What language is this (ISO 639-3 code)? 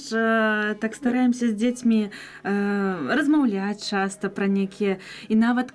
bel